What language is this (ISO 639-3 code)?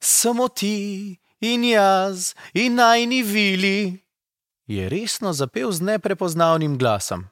slv